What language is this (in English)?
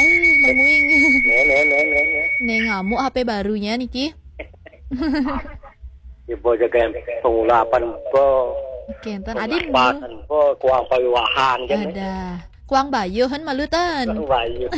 Balinese